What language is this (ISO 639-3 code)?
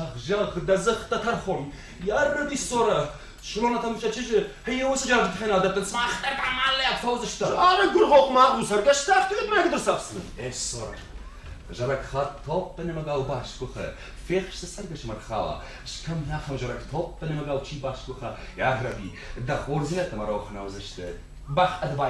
oss